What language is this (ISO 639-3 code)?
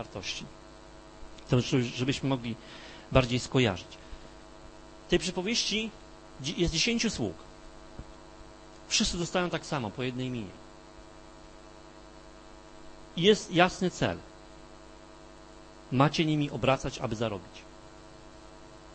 pol